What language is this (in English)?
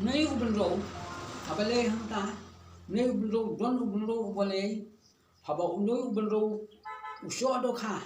Khasi